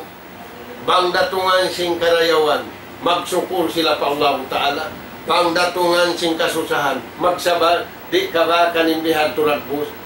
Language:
Tausug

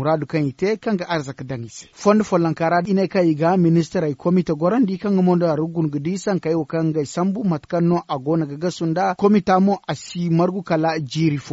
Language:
Zarma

